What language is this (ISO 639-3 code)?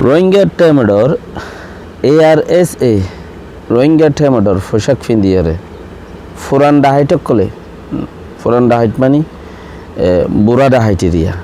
rhg